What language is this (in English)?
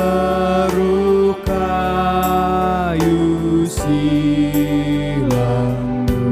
Batak Karo